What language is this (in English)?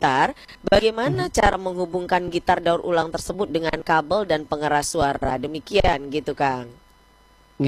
Indonesian